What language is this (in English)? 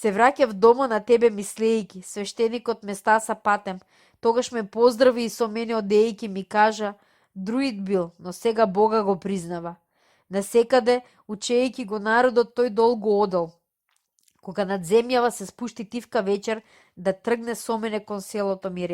Macedonian